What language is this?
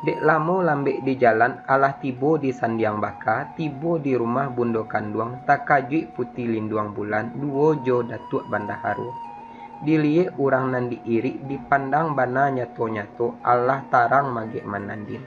Minangkabau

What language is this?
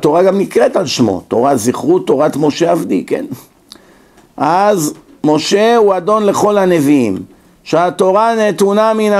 Hebrew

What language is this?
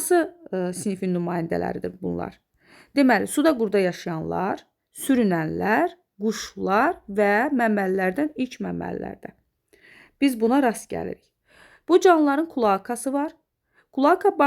Azerbaijani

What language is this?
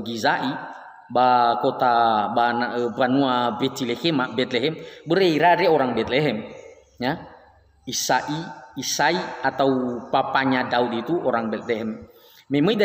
Nias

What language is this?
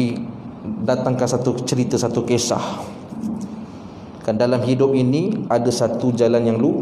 Malay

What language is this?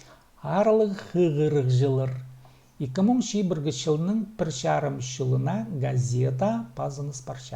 Khakas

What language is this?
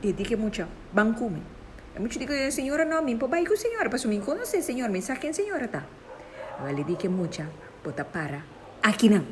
Papiamento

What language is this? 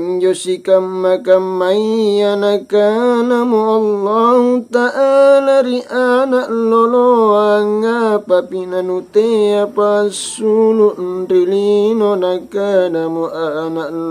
Makasar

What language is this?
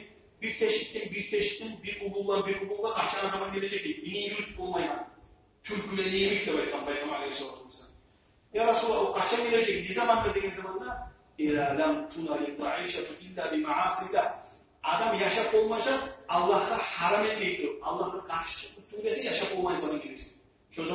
Kumyk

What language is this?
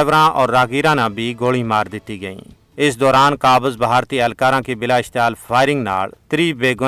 Gujari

